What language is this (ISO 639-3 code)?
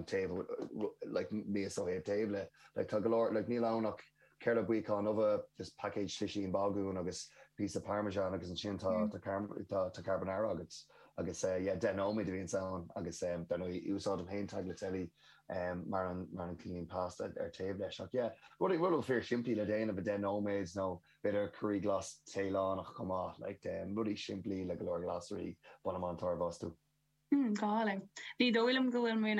gle